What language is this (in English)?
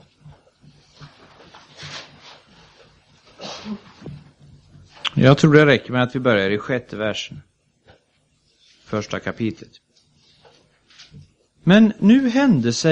Swedish